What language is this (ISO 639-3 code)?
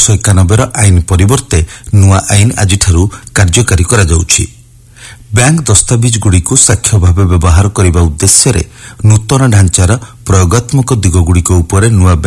ori